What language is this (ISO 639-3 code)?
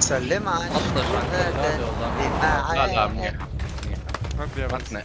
apc